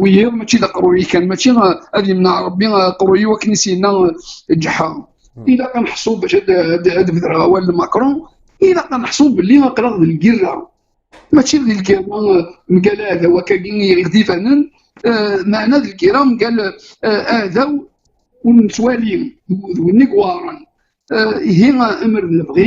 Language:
Kabyle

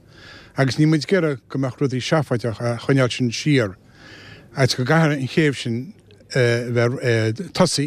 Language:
Irish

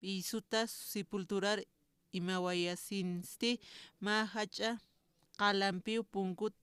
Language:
Aymara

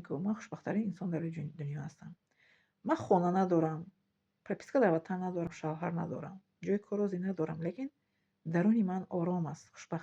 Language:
Tajik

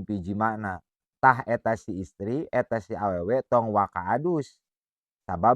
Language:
Sundanese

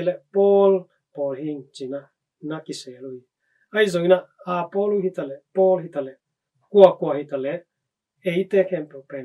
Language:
Tedim Chin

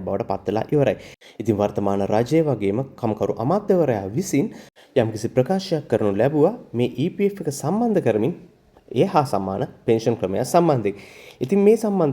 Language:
Sinhala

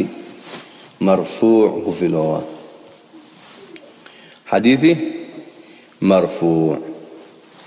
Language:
Swahili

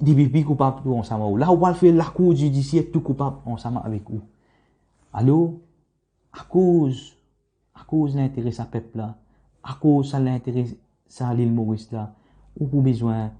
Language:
Morisyen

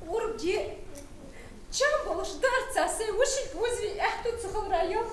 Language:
Ingush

